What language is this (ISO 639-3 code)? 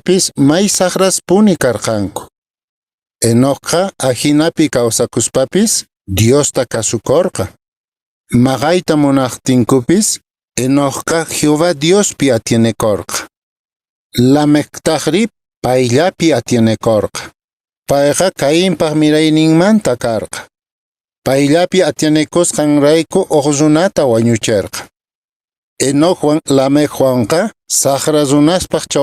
que